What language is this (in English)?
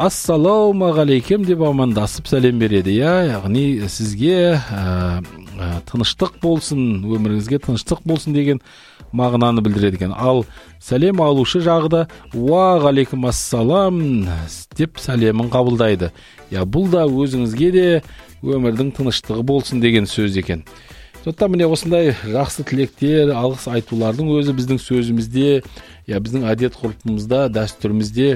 Kazakh